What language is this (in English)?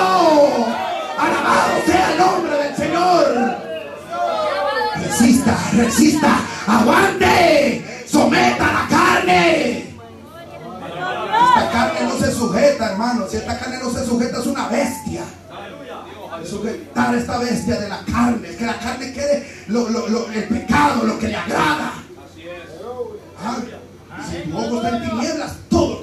Spanish